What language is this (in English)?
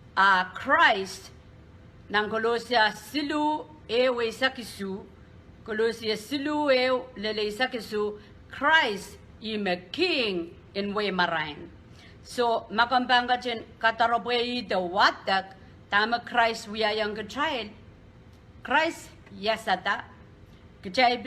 Pohnpeian